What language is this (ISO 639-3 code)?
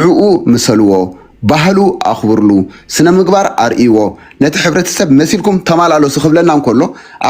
tir